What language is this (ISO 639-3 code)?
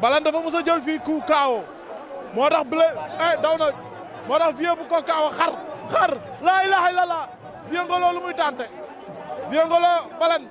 wol